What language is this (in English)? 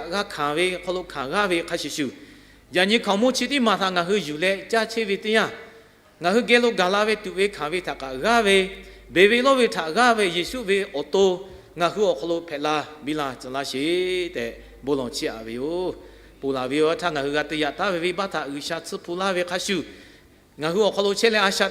Lahu